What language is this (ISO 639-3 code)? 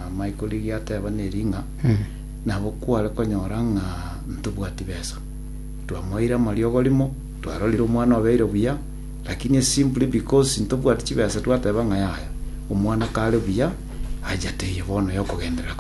guz